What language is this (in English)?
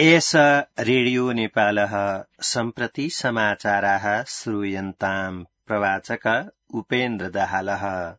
Sanskrit